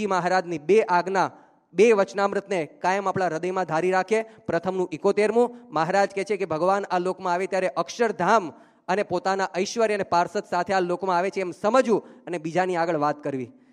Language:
Gujarati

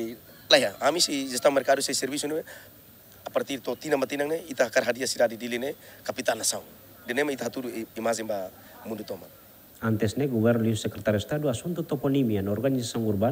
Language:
Tetum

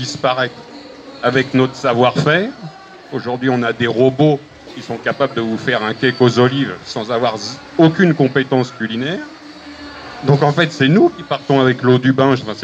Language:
French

